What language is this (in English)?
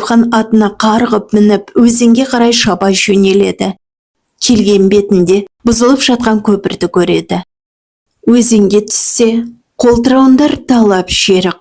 Kazakh